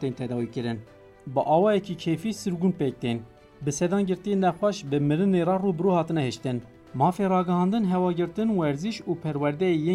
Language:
Kurdish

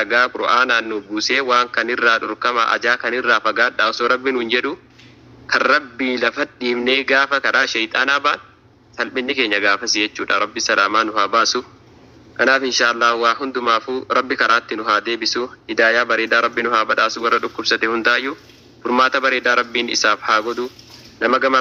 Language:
Oromo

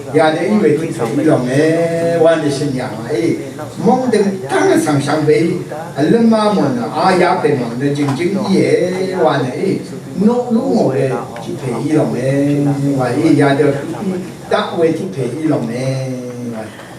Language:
Rawang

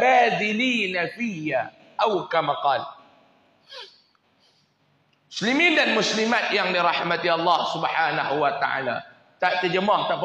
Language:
Malay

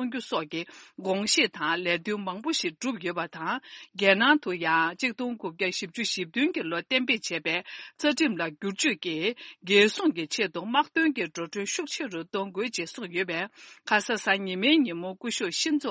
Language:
Tibetan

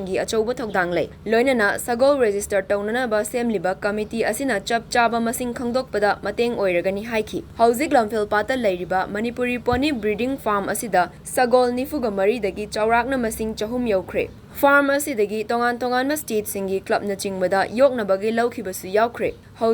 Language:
Manipuri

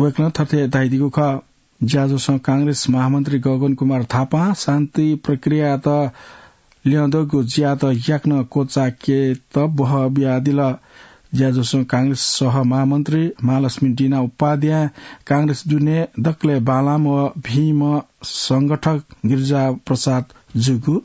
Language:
Newari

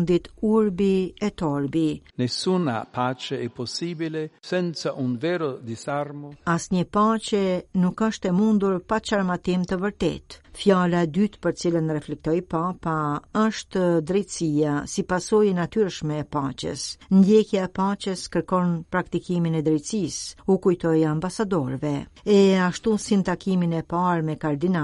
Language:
Albanian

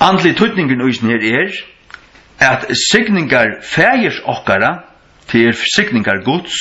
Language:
Faroese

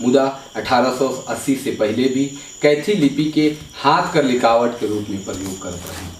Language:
Sadri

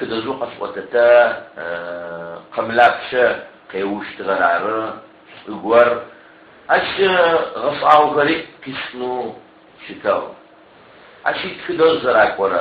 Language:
Adyghe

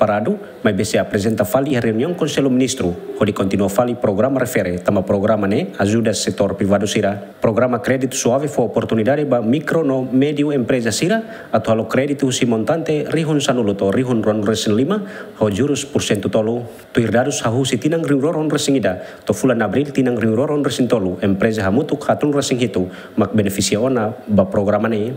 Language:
Tetum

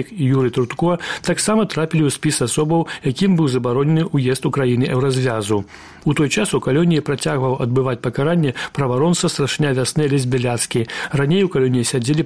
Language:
Belarusian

